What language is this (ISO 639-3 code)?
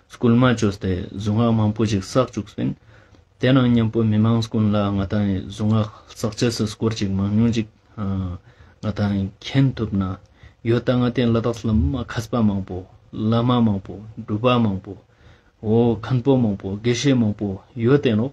lbj